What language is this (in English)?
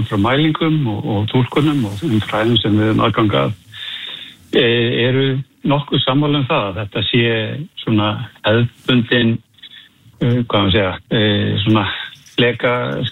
Icelandic